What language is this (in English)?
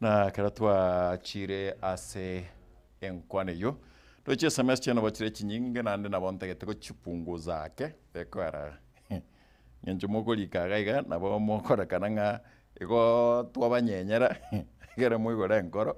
Gusii